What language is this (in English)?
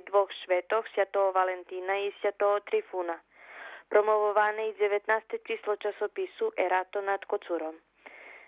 Rusyn